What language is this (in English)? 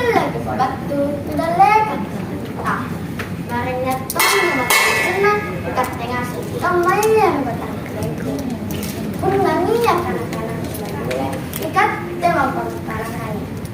Makasar